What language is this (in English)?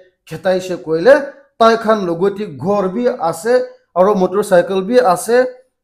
Naga Pidgin